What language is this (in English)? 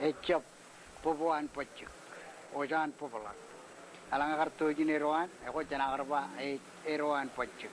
Marshallese